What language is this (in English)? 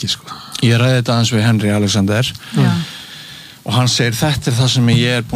Icelandic